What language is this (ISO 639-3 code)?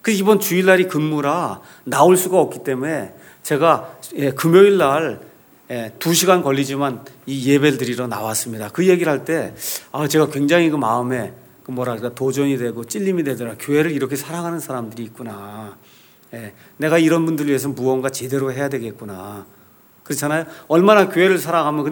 kor